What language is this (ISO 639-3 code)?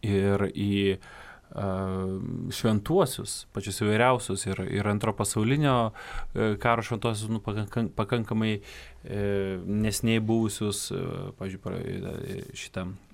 lit